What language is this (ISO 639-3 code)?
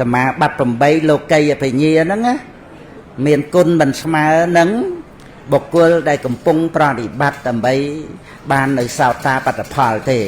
khm